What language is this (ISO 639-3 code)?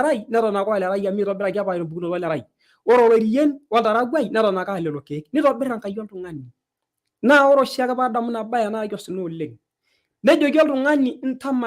mas